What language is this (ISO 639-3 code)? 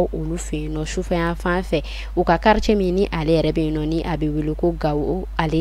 bam